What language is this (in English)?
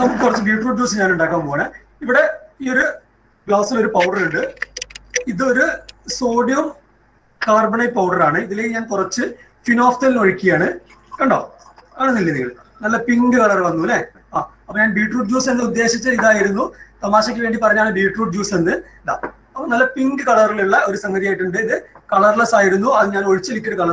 Malayalam